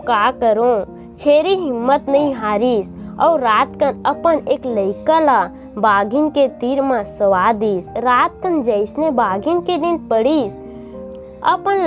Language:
Chhattisgarhi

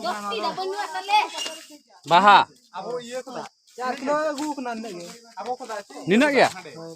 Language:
Santali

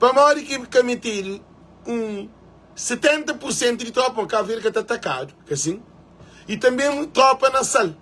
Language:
Kabuverdianu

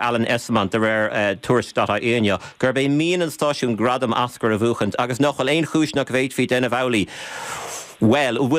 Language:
Irish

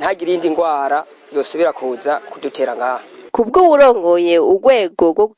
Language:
Rundi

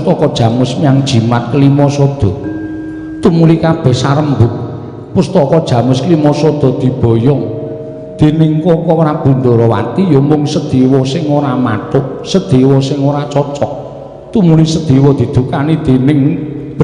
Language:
Javanese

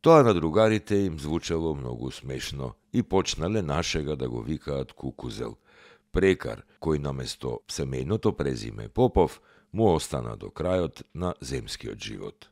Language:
Macedonian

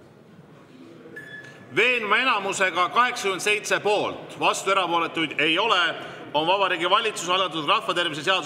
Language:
Estonian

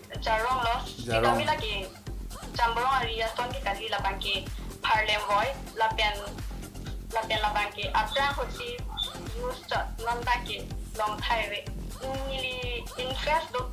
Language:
Karbi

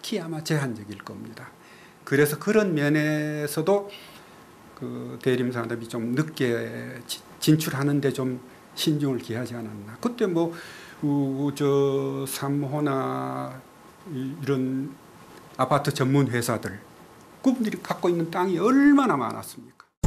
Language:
Korean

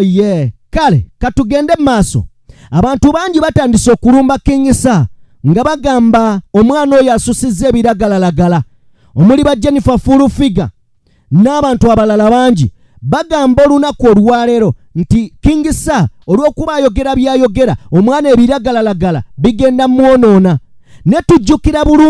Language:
Ganda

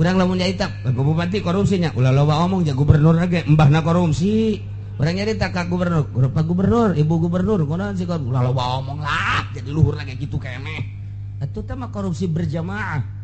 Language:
Sundanese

